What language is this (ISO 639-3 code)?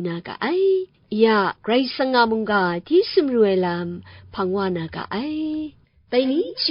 kac